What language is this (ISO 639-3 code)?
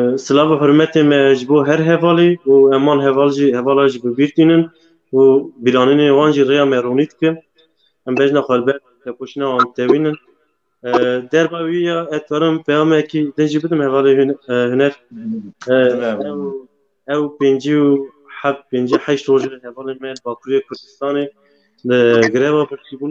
kur